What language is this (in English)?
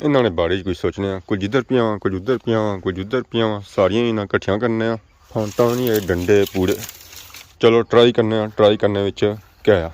Pahari-Potwari